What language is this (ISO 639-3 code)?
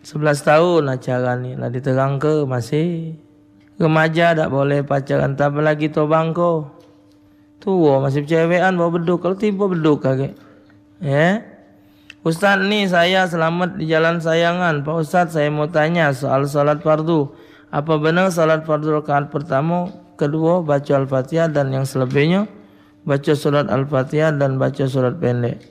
mui